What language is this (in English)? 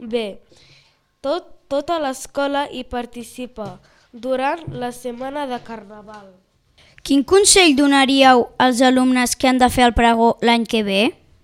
Catalan